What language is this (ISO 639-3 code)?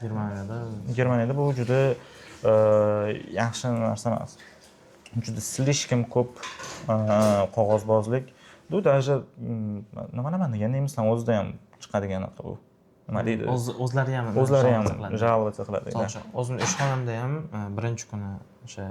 uzb